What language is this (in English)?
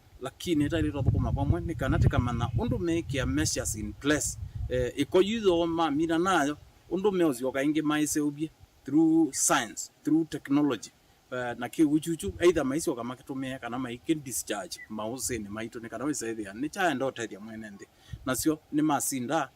Kamba